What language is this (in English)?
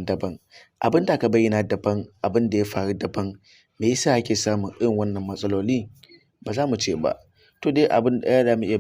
Hausa